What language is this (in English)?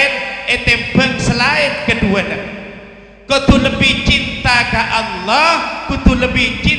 Madurese